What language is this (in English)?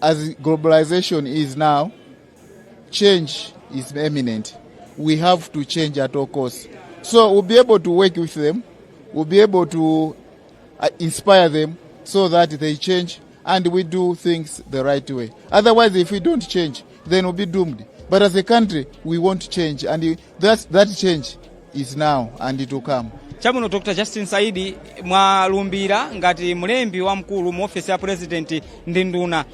Nyanja